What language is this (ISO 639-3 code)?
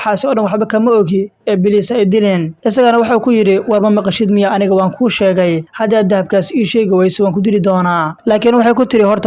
som